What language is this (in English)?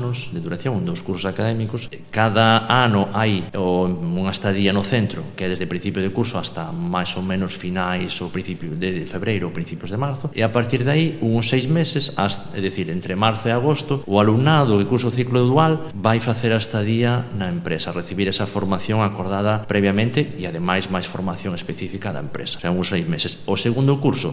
Galician